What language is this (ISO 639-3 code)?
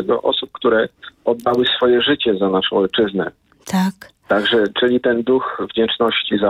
pol